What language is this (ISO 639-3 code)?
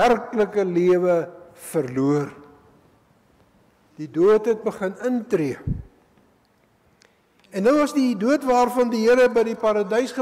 afr